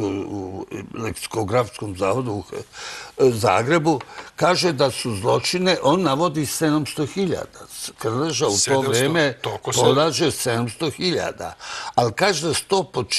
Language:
Serbian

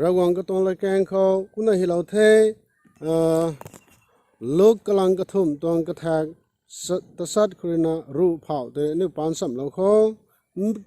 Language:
Rongmei Naga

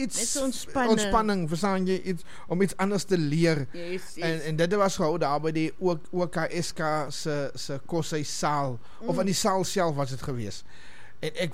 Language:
Afrikaans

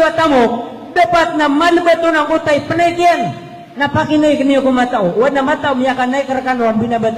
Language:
Maranao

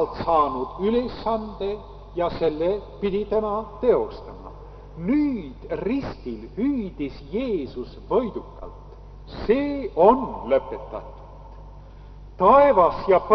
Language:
Estonian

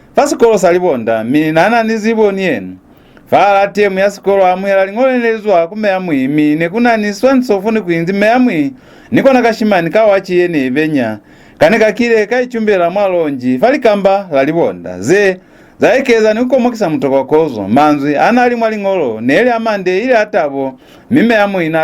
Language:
Lozi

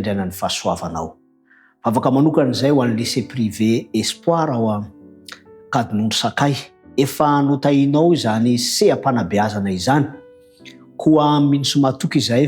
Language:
Malagasy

